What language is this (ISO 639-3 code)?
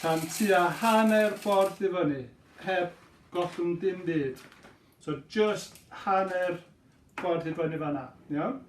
cym